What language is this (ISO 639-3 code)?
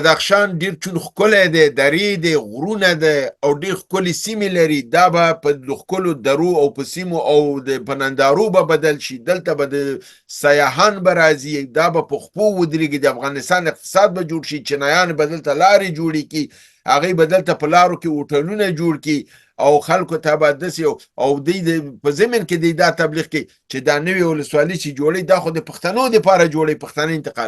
pus